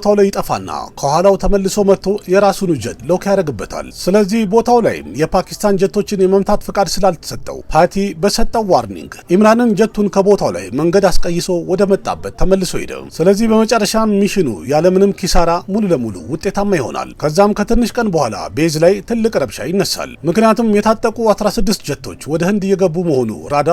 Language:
Amharic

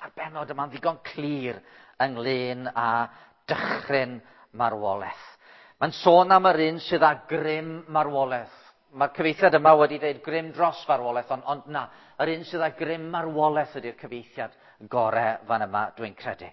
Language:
Welsh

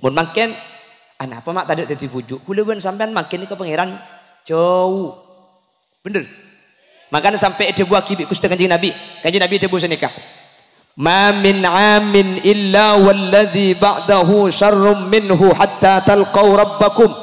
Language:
Madurese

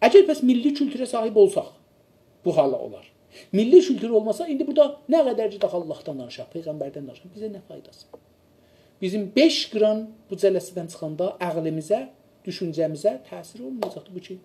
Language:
South Azerbaijani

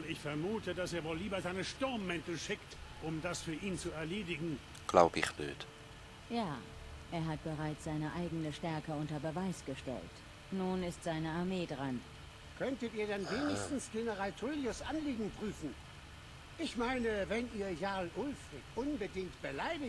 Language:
Swiss German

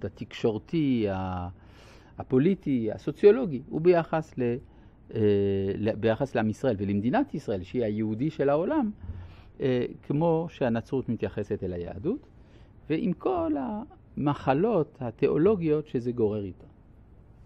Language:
Hebrew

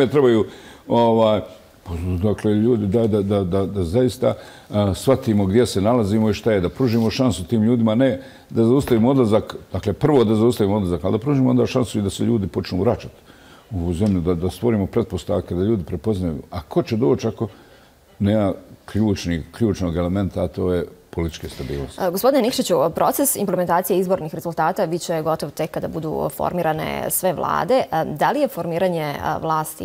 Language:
Bosnian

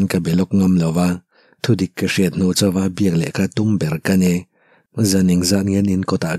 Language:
Mizo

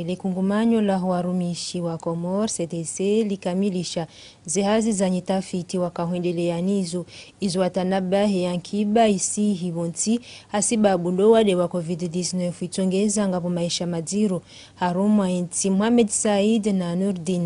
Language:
Ngazidja Comorian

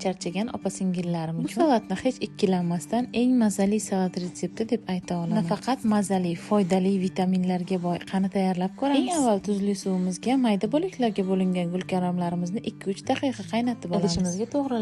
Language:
Uzbek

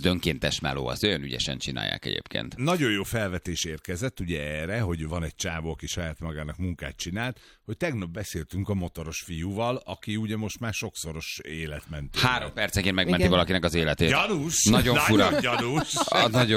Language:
Hungarian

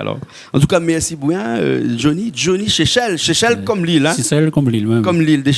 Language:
Réunion Creole French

